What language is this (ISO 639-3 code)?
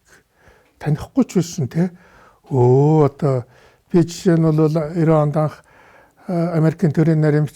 mon